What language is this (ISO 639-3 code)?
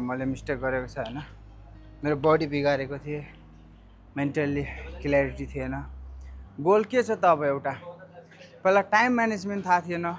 nep